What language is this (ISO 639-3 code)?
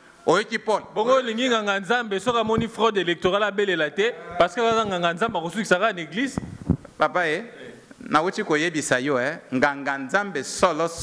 lin